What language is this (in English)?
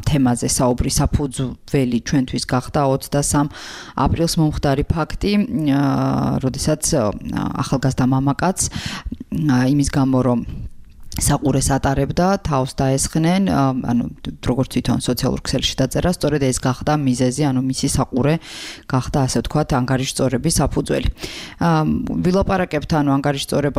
Georgian